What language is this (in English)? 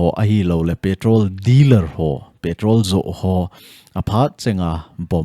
Thado Chin